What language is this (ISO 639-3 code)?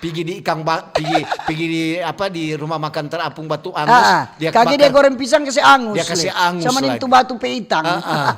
xmm